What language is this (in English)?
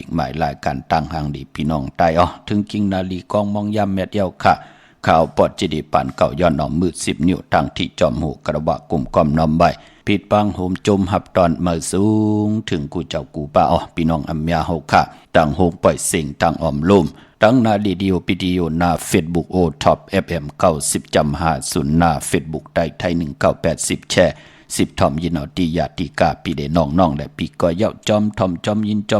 Shan